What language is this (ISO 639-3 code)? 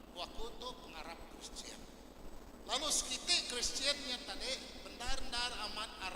iba